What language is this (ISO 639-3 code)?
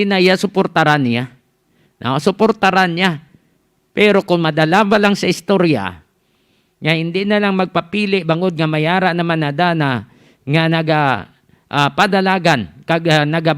hil